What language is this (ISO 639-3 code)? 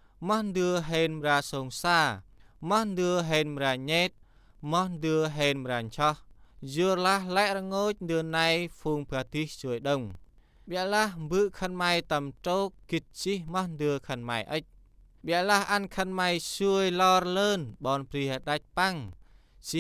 cmo